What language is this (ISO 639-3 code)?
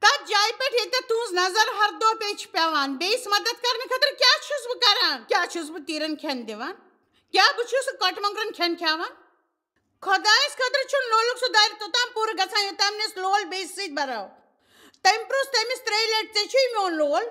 kas